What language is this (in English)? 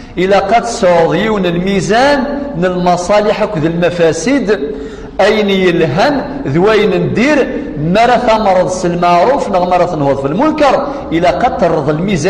Kabyle